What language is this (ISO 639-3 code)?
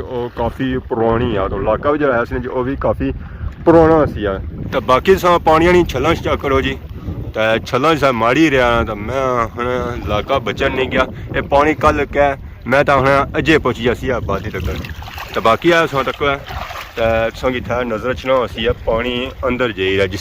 phr